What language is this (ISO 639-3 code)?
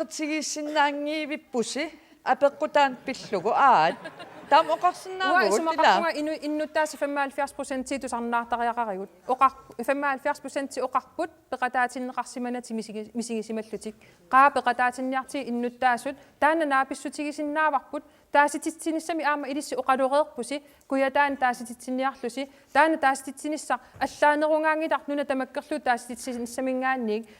kal